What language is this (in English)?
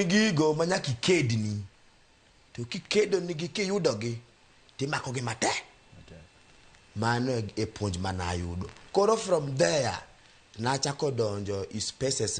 Luo (Kenya and Tanzania)